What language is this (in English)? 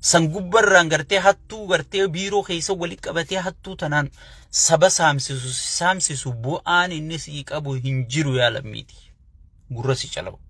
Oromo